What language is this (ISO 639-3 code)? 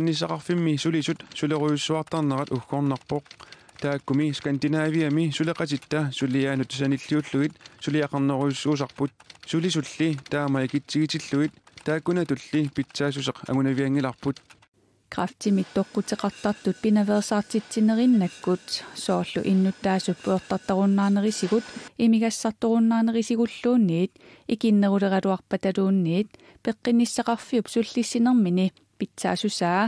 kal